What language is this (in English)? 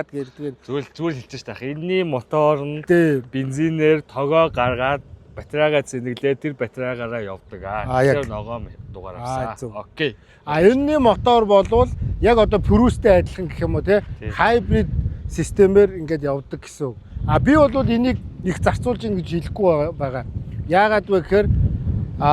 Mongolian